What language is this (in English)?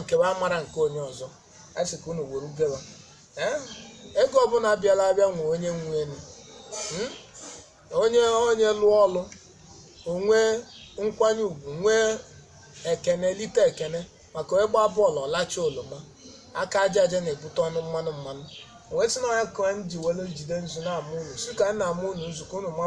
Igbo